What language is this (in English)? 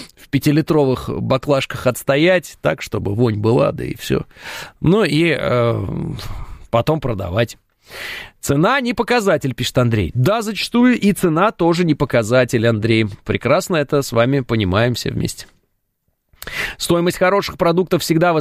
Russian